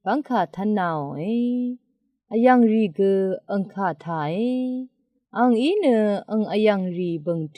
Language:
Rawang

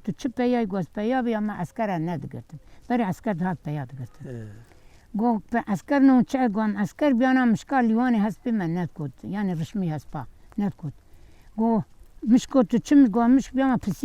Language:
Kurdish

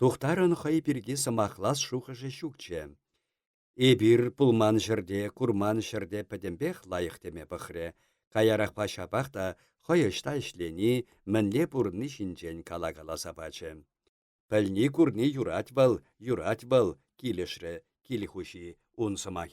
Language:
Chuvash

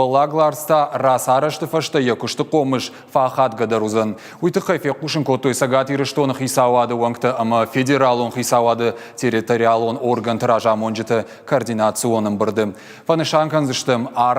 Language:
Ossetic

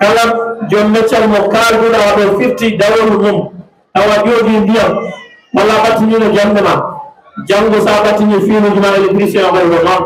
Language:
Fula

